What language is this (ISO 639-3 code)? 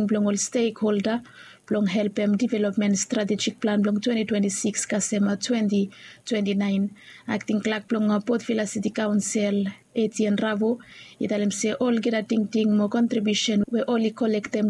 bis